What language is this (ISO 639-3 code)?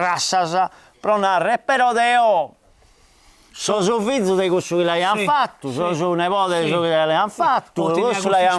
srd